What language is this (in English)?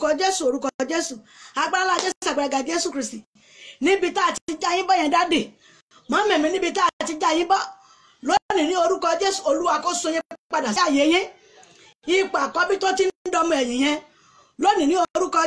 Yoruba